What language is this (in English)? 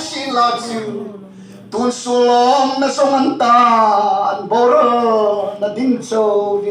Hmar